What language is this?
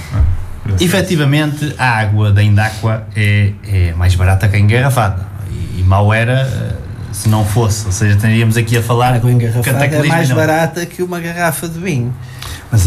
Portuguese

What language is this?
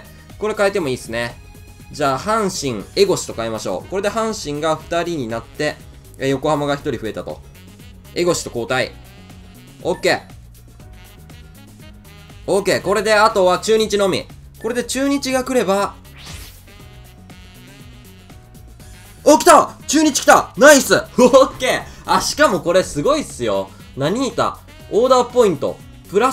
Japanese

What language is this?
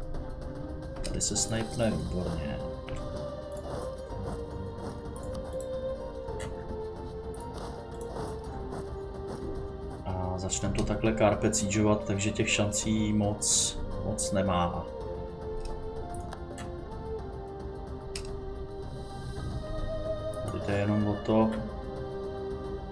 Czech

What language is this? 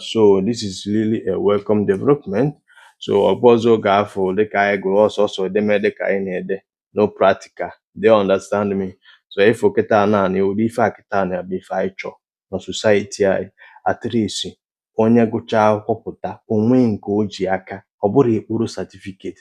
Igbo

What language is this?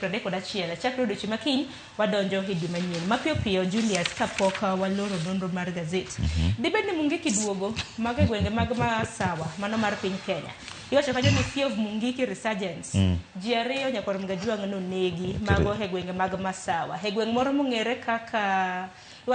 Luo (Kenya and Tanzania)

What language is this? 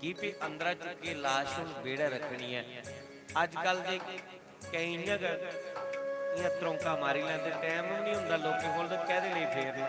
Dogri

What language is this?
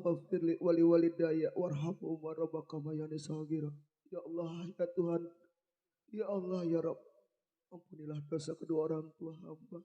Betawi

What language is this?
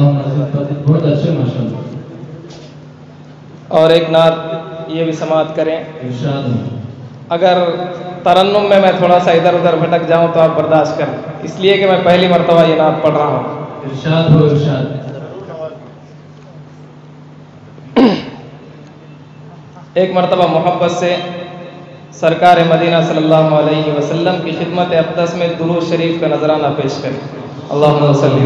Urdu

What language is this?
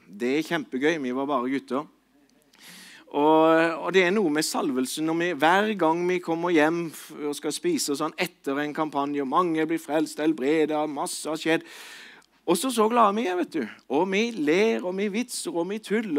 Norwegian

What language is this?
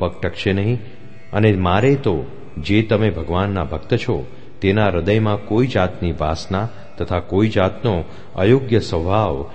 Gujarati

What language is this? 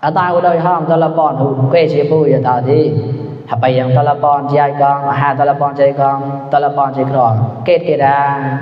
Mon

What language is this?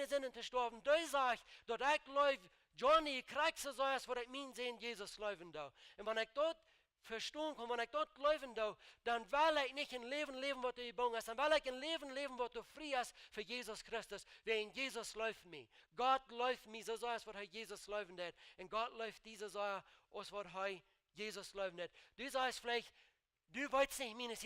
Plautdietsch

